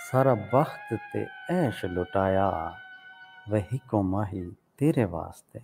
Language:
Saraiki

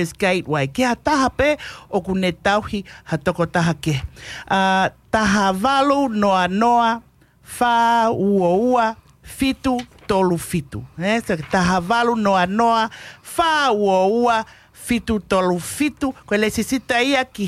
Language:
Tongan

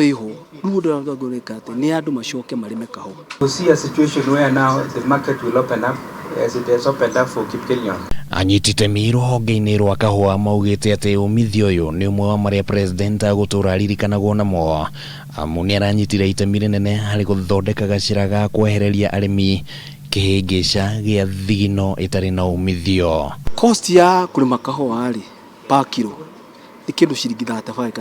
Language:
Kikuyu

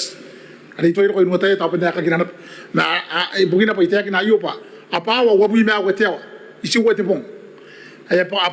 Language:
Gilbertese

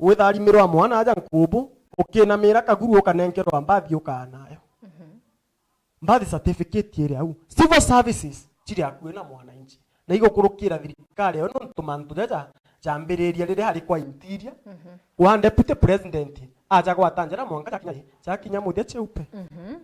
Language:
Meru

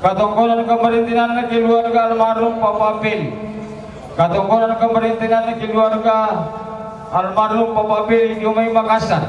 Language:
Toraja-Sa'dan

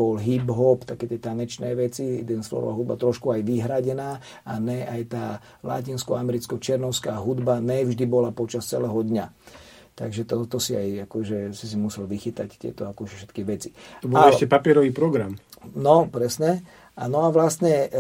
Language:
Slovak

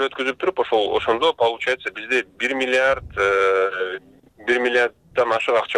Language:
Kyrgyz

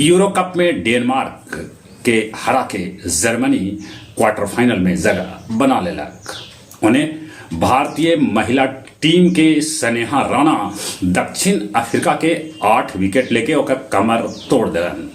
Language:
Magahi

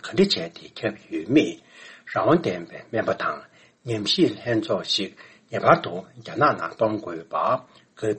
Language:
Tibetan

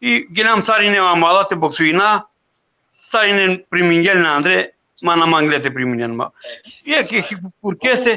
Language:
Balkan Romani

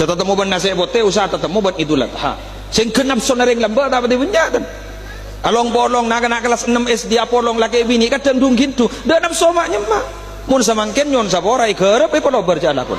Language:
Madurese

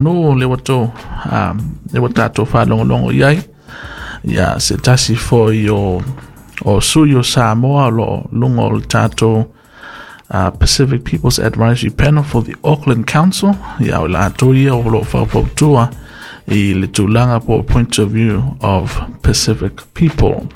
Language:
Samoan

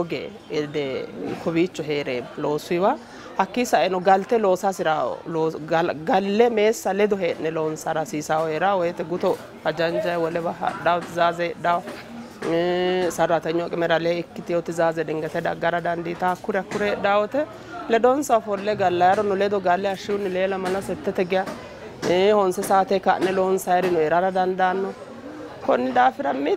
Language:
Sidamo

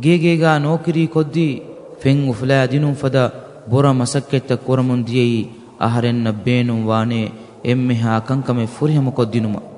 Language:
Divehi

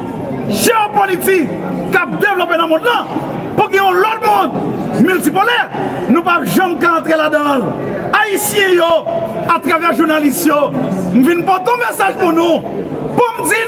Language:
Haitian Creole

